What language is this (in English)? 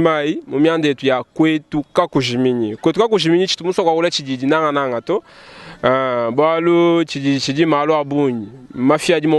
Luba-Lulua